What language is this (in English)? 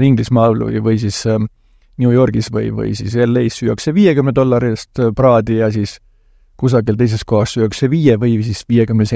Estonian